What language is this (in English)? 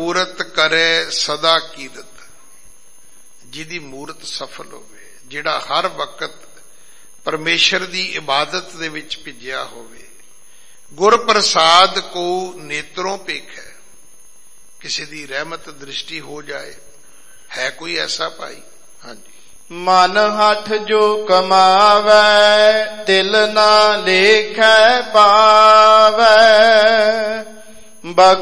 Punjabi